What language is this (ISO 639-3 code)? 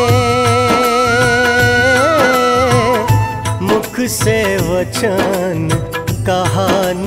hin